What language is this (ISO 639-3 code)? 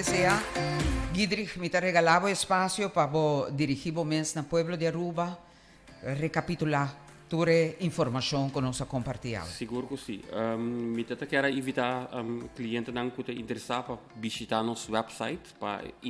pap